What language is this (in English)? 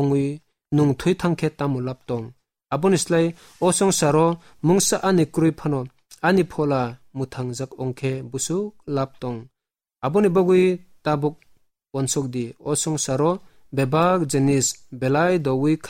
Kok Borok